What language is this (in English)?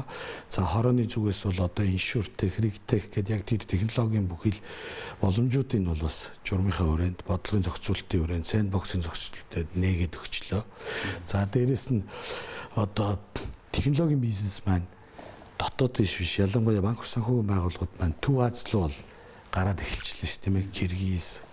Mongolian